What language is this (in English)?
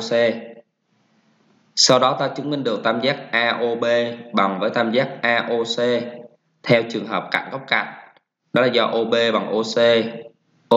Vietnamese